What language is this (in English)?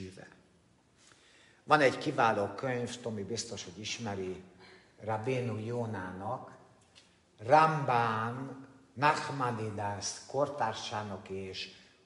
Hungarian